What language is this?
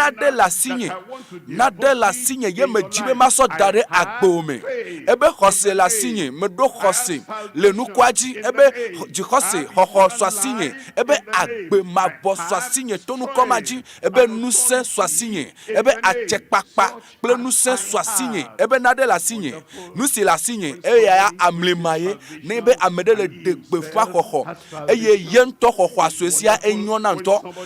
Ewe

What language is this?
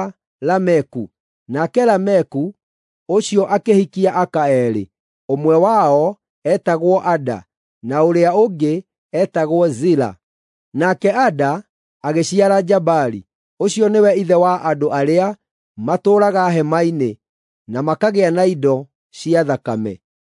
Kikuyu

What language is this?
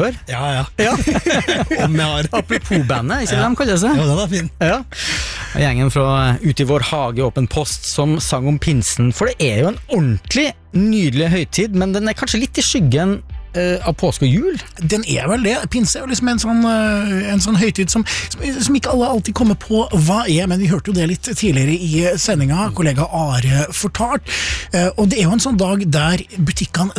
Norwegian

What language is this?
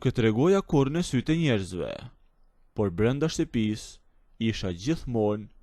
Albanian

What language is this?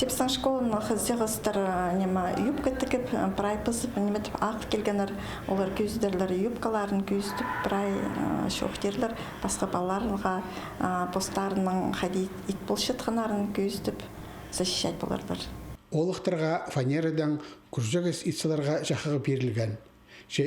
Khakas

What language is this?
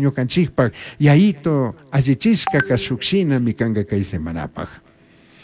Chimborazo Highland Quichua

